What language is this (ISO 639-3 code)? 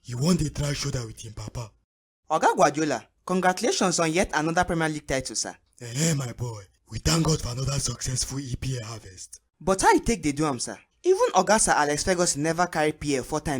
pcm